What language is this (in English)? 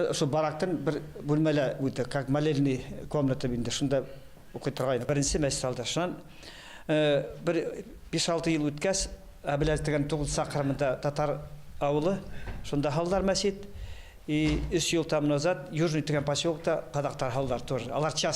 Bashkir